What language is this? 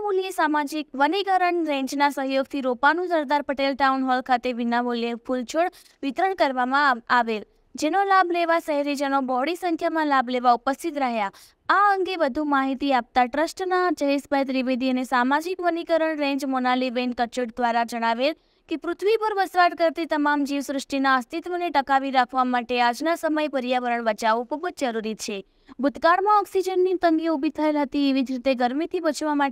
Gujarati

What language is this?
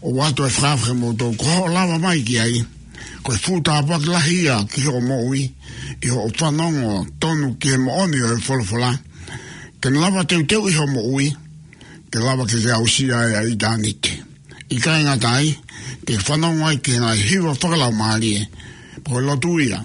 Tongan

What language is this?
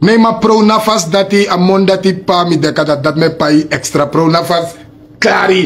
Sranan Tongo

